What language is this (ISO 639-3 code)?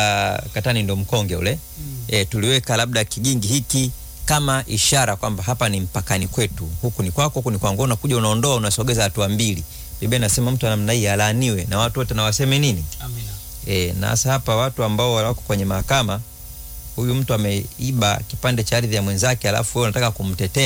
swa